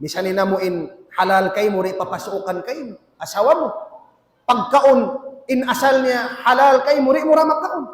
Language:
Tausug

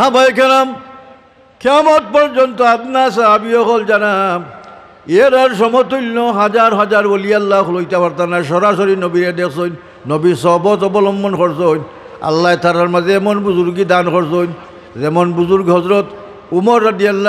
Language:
Sylheti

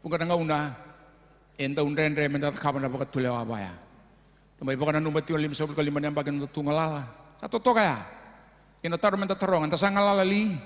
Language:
Fijian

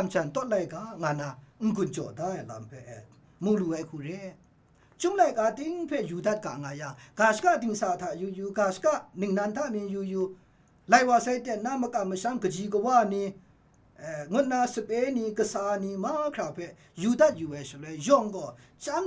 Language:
Kachin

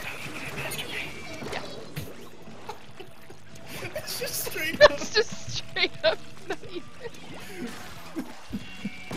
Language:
English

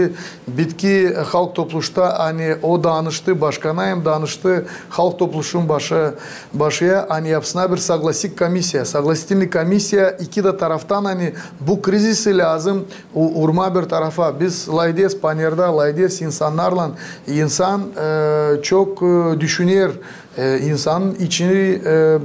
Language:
Gagauz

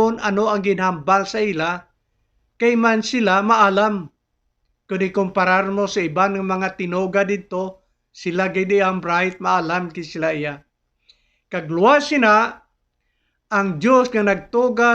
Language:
Hiligaynon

